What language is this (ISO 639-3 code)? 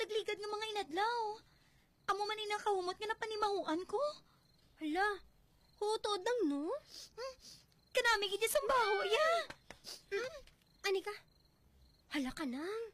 hil